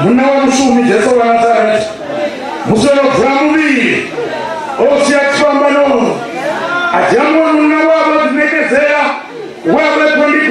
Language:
Venda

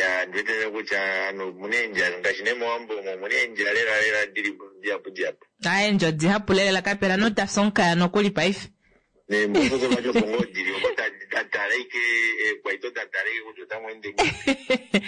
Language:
Kuanyama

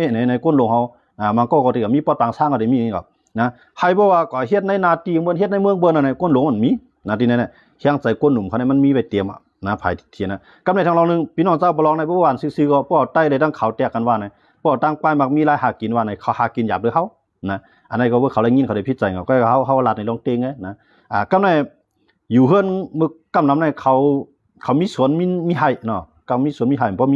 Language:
Shan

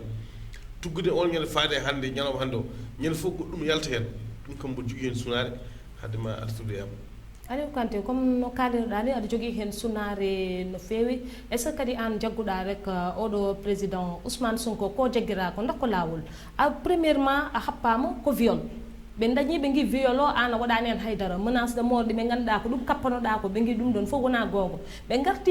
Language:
Fula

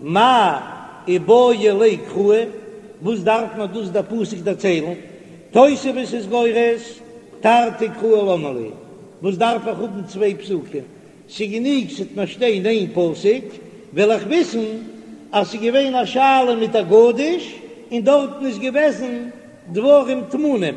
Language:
Yiddish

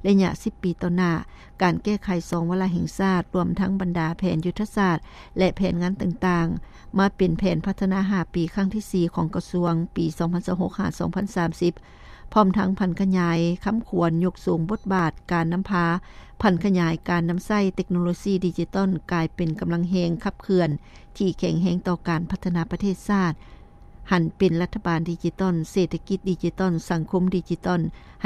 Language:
Lao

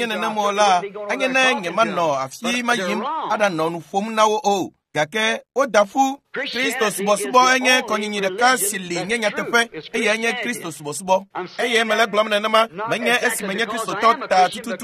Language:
Ewe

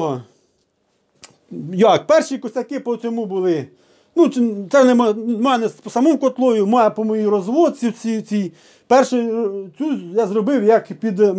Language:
Ukrainian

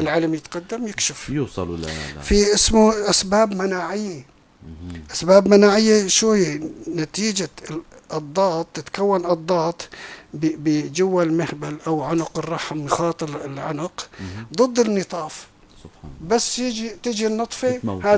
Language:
North Levantine Arabic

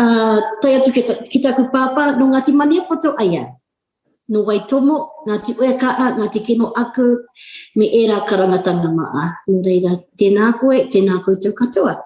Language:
Māori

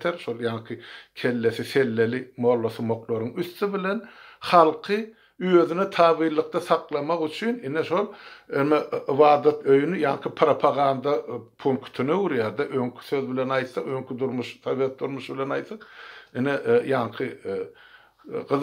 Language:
Turkmen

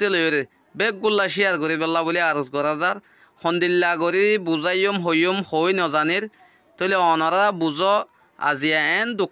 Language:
Rohingya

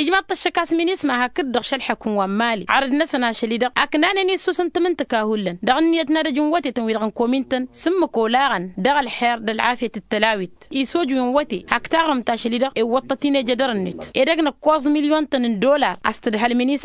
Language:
Tamasheq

